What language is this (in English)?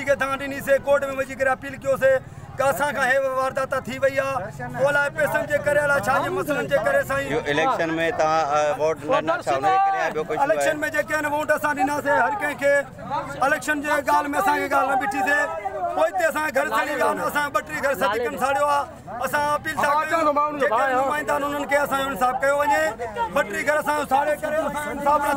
Sindhi